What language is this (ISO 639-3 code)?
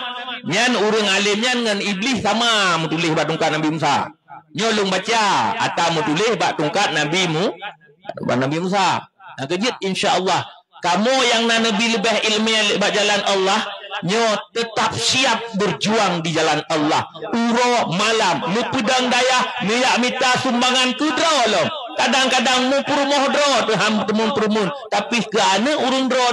ace